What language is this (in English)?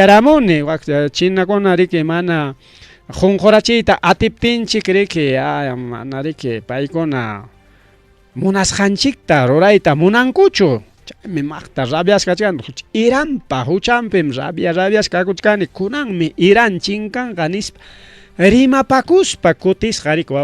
Ayacucho Quechua